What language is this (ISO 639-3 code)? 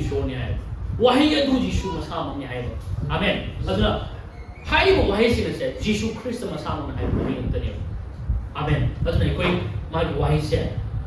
mni